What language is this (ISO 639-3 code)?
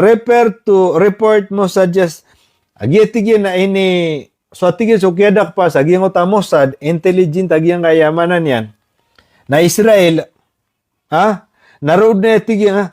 mrw